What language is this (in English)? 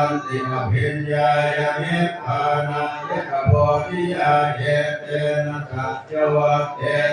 Pali